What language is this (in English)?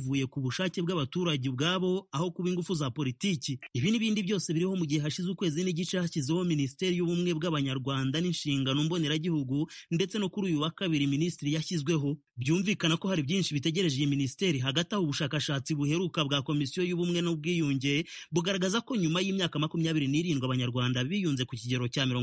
Kinyarwanda